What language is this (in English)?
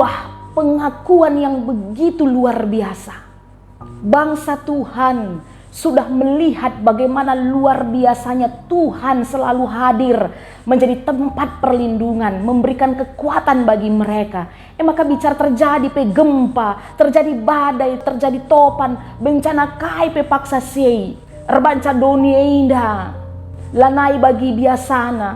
Batak Karo